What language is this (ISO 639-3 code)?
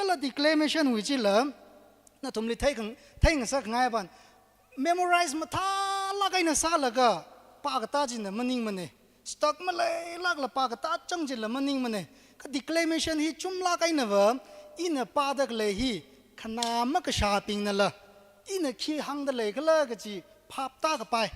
nmf